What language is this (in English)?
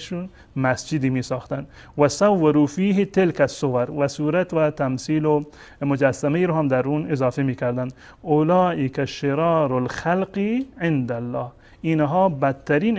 Persian